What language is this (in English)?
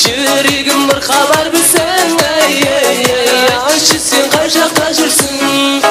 Kara-Kalpak